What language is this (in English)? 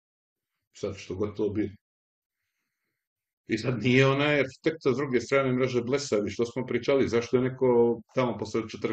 Serbian